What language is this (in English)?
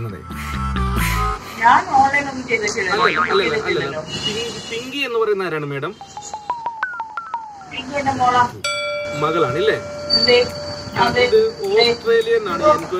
Malayalam